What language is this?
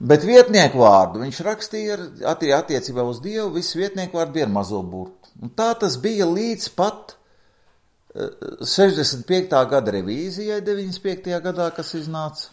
Latvian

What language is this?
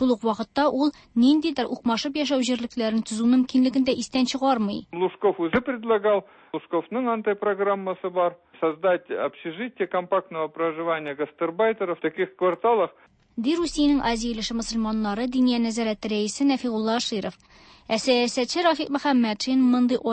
Tatar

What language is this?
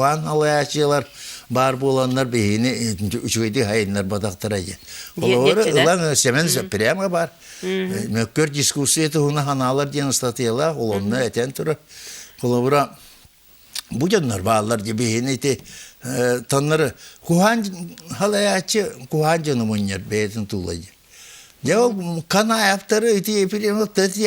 Yakut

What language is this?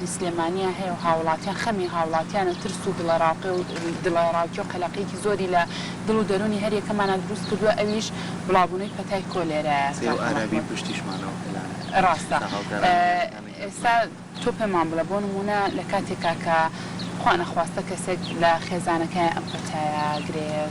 Central Kurdish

